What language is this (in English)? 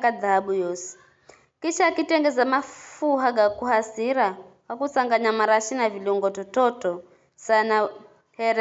Giryama